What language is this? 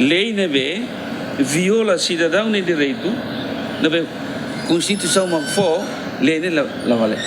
Tetum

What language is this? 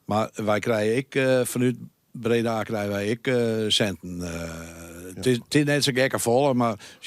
Western Frisian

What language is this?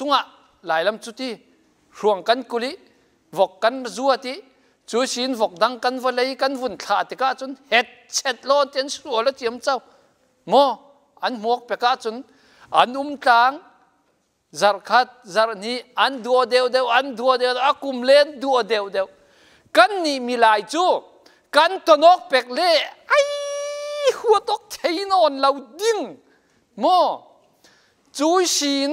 Falam Chin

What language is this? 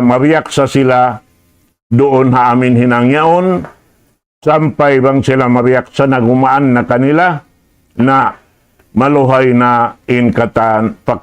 Tausug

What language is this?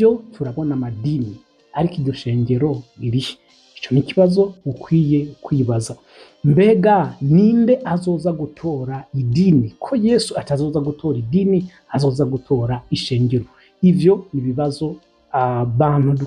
Rundi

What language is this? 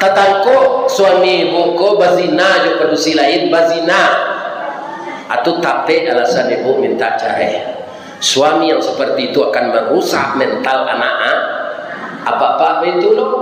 Minangkabau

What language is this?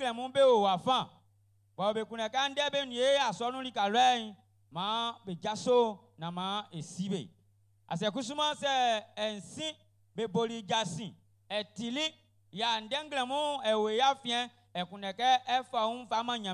Baoulé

